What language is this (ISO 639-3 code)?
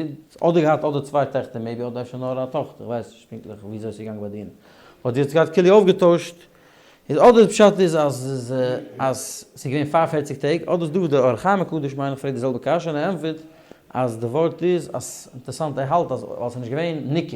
yid